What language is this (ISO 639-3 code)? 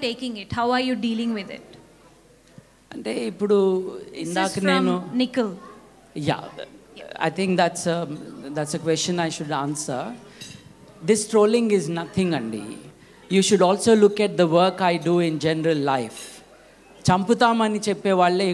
tel